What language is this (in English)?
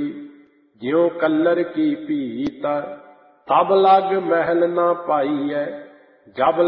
Punjabi